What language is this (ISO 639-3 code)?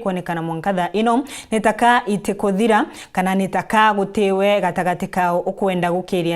mer